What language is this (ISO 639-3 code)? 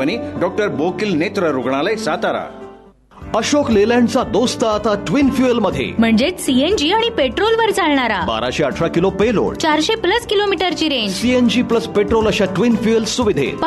mar